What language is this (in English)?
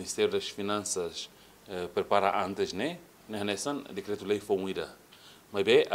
Tetum